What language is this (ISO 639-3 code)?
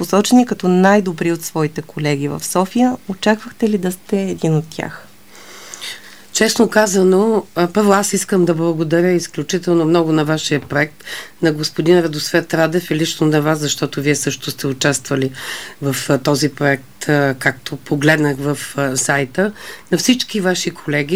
bul